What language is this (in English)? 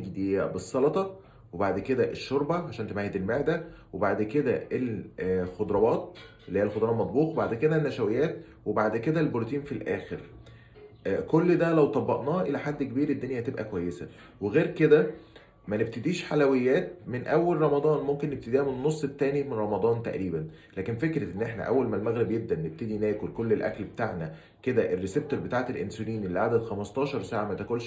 Egyptian Arabic